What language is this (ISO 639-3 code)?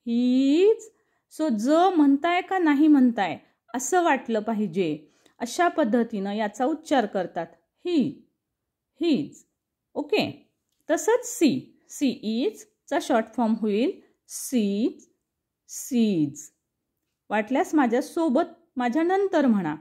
mar